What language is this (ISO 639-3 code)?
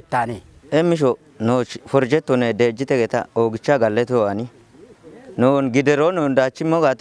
kbr